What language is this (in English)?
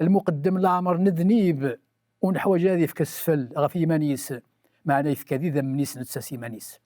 Kabyle